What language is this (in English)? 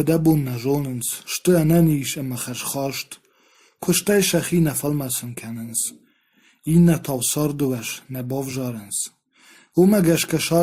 Ossetic